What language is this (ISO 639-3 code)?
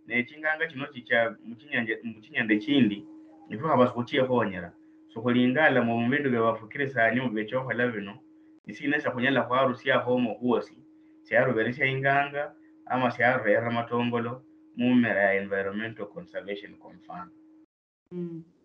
luy